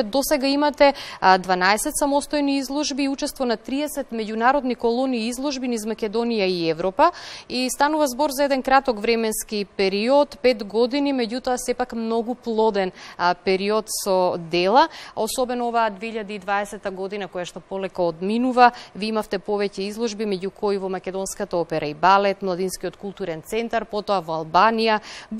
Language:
Macedonian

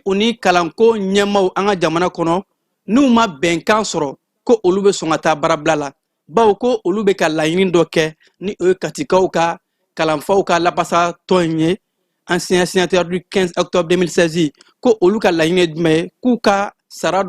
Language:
Bambara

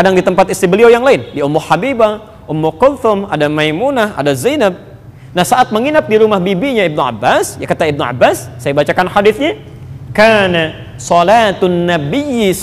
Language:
Indonesian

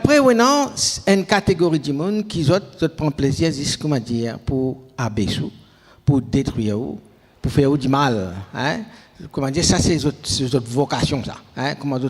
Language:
Morisyen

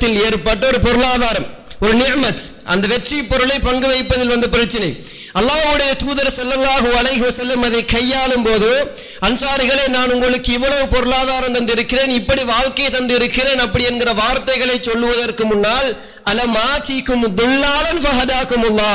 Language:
Tamil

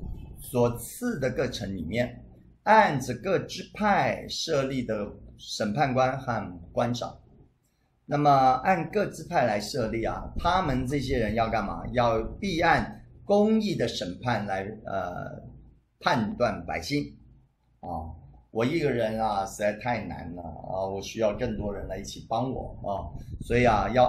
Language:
Chinese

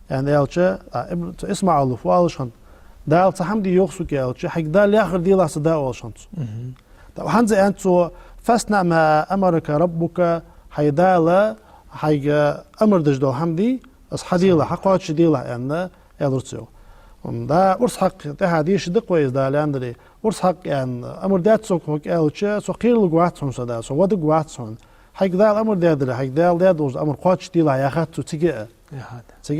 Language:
Ingush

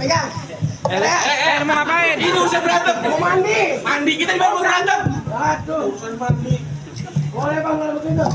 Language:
Betawi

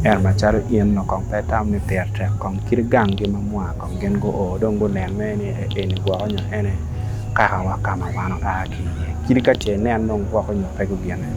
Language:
Acoli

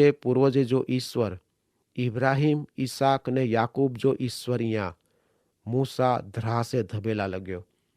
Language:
Kachhi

